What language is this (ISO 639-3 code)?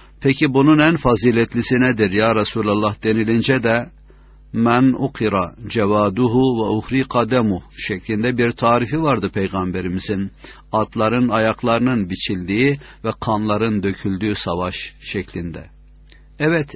tur